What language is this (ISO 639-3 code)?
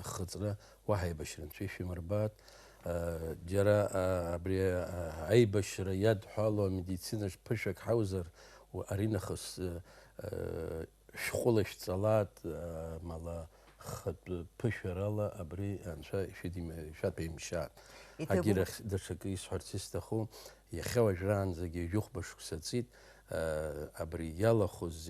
abk